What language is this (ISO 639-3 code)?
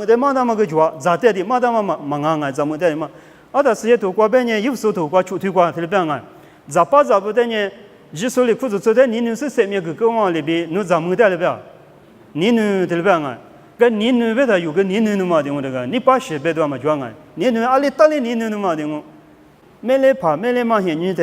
lis